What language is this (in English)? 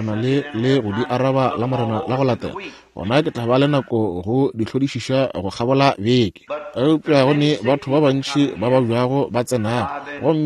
Northern Sotho